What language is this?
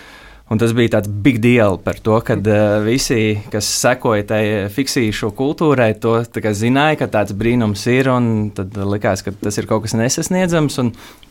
Latvian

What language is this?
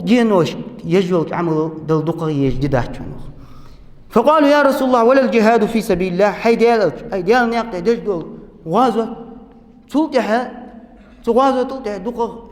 Ingush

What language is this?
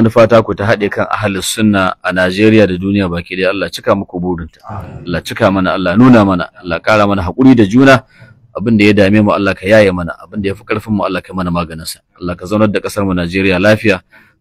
Hausa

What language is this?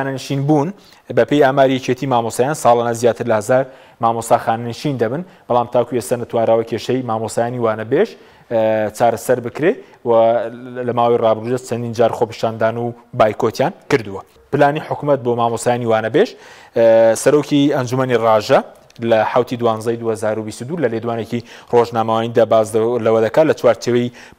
Central Kurdish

